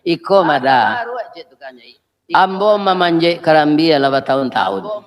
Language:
Minangkabau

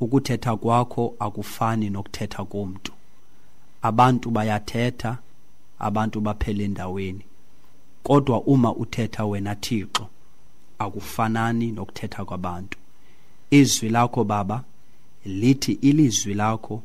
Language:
Xhosa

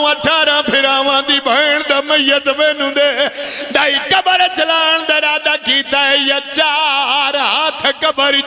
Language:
Pahari-Potwari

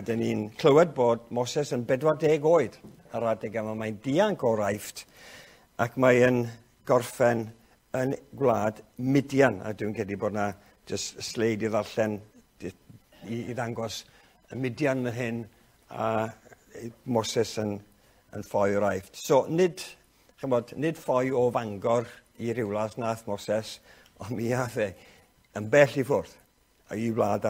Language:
Welsh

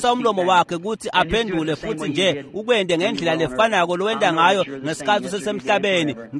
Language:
Swati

